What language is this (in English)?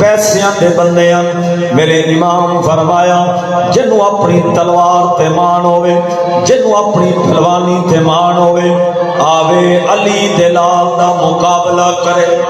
Saraiki